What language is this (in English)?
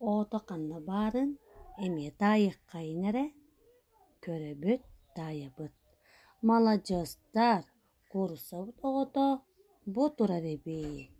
Yakut